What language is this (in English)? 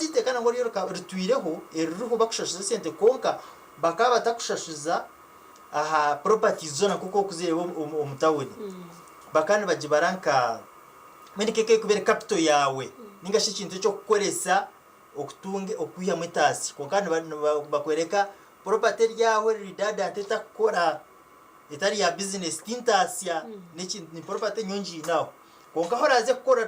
Nyankole